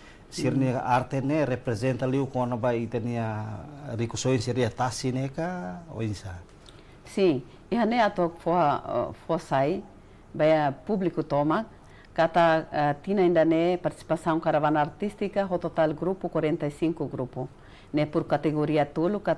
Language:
Tetum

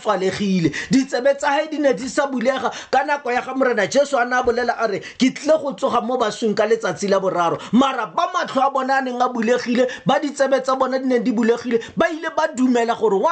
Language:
Tswana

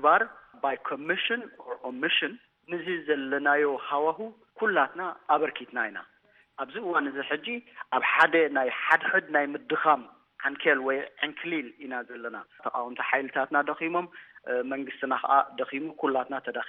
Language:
Tigrinya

